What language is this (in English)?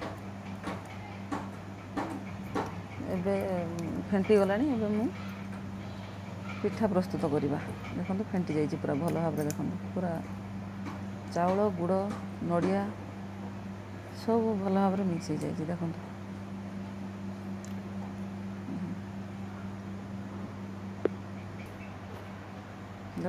Odia